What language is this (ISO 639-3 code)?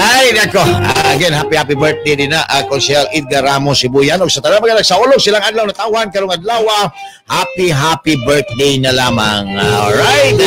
ceb